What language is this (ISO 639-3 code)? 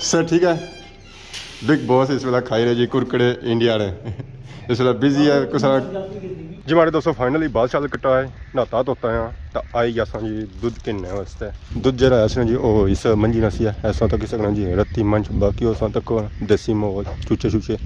phr